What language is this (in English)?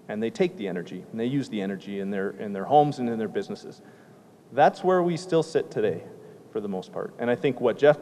English